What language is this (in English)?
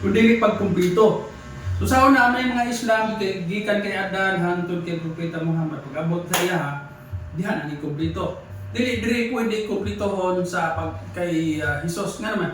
Cebuano